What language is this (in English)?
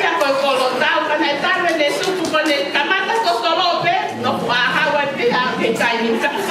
Tongan